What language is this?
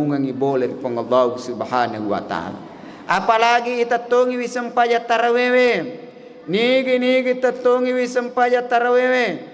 Buginese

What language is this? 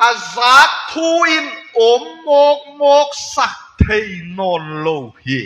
Tedim Chin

